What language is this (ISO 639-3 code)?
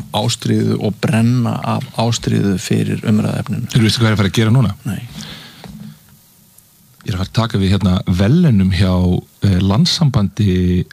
isl